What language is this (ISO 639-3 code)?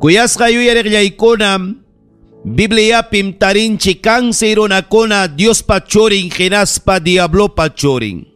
quy